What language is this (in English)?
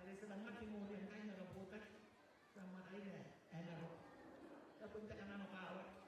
Gilbertese